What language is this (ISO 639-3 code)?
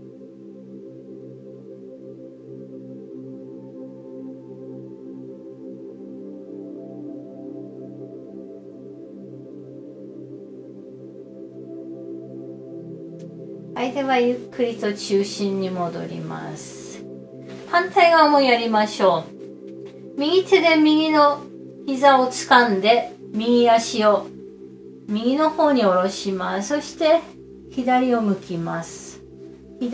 jpn